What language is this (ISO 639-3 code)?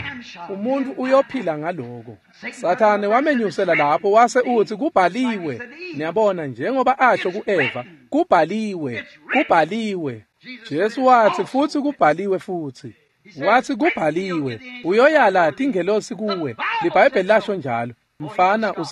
ssw